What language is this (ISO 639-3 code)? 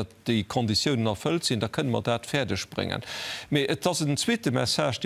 ltz